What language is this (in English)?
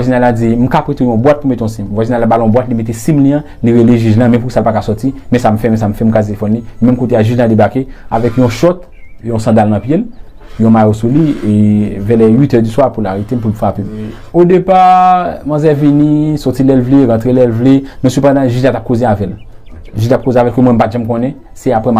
Haitian Creole